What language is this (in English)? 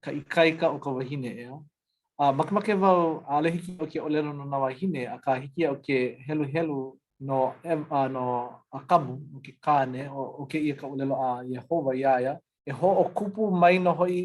Hawaiian